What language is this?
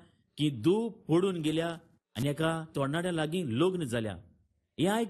Konkani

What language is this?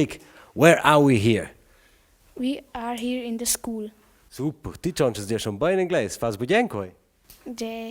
Romansh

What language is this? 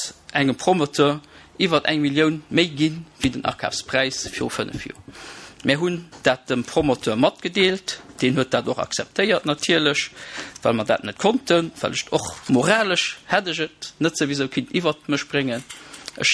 Luxembourgish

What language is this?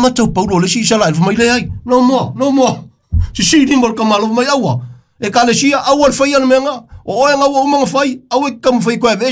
Samoan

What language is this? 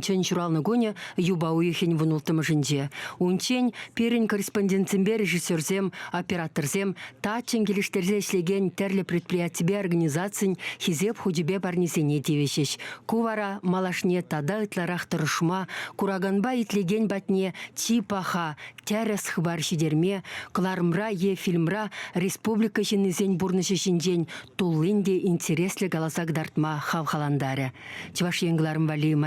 Chuvash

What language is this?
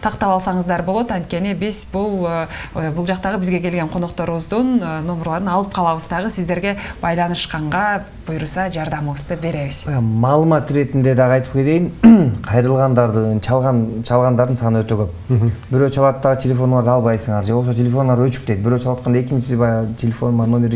Kyrgyz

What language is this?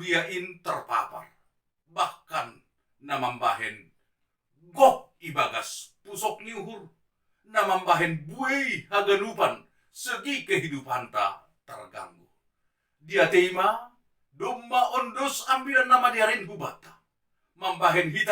Batak Simalungun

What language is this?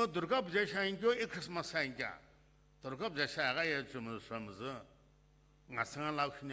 Sumi Naga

